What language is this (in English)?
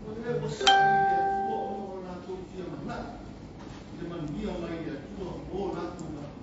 Samoan